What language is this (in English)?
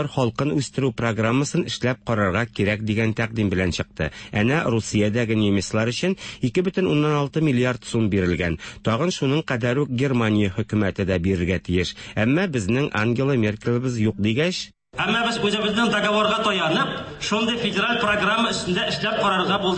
Tatar